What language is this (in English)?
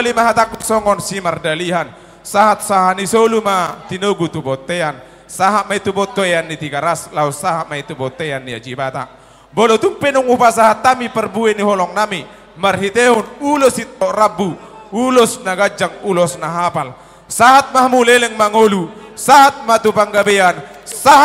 Batak Toba